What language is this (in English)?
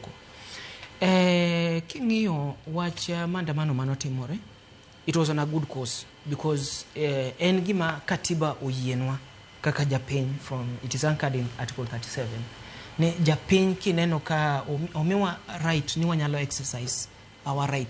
Luo (Kenya and Tanzania)